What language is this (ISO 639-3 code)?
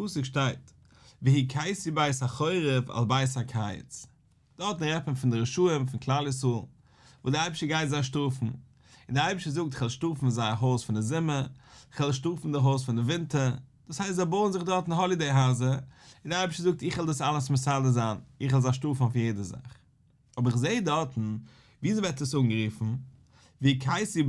yid